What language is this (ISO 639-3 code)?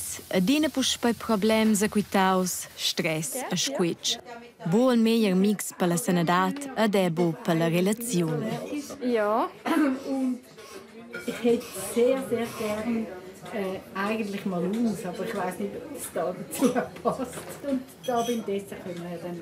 roh